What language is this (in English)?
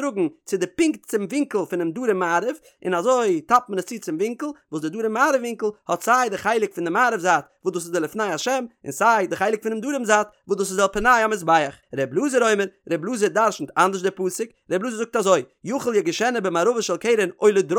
Yiddish